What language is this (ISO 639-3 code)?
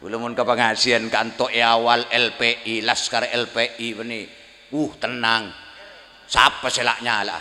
mad